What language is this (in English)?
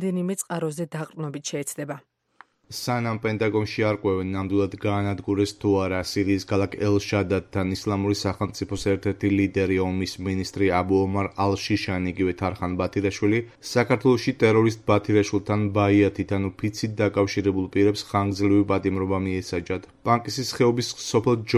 Georgian